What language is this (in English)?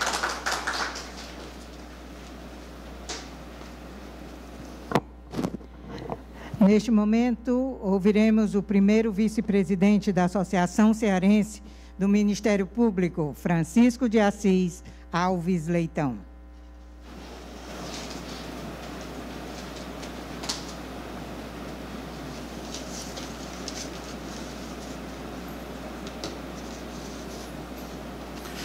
Portuguese